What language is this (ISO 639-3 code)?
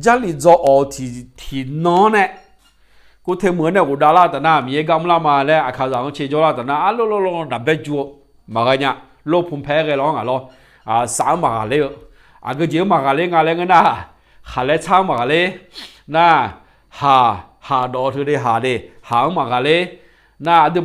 ahk